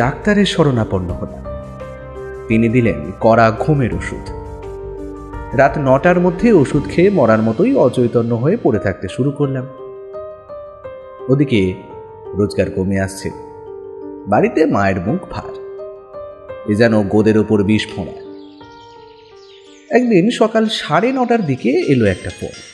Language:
Bangla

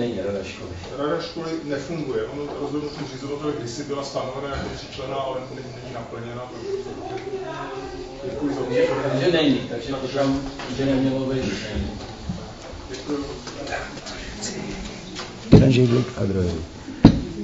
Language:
Czech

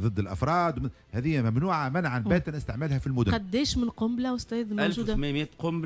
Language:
Tunisian Arabic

